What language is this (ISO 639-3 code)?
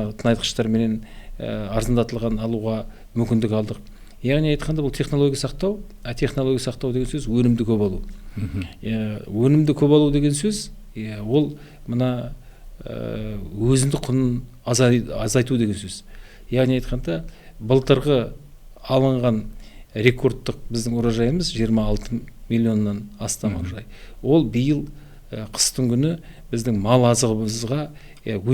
kaz